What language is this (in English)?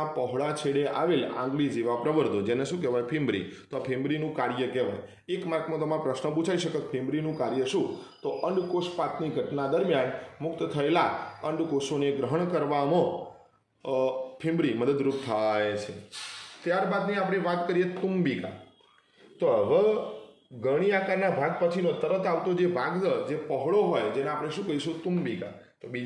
Gujarati